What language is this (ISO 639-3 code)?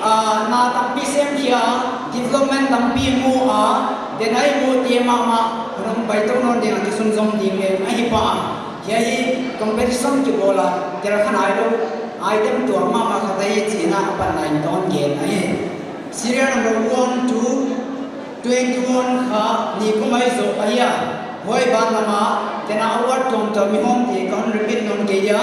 pck